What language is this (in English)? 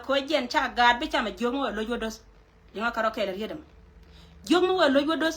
Nuer